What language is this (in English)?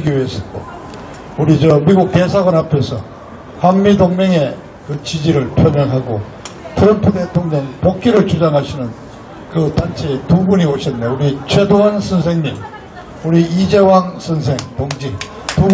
Korean